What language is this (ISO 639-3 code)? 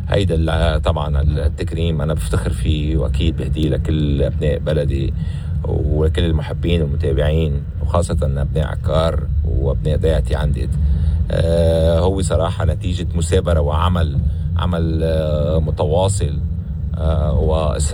apc